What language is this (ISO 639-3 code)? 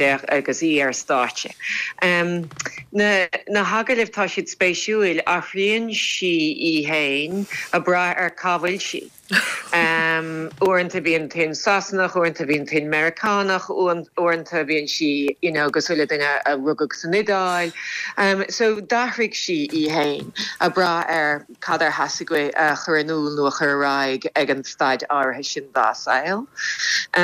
gle